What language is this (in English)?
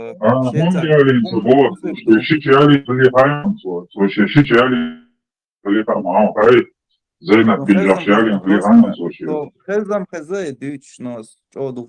Chechen